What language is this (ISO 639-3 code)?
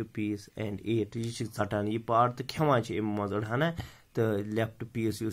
kas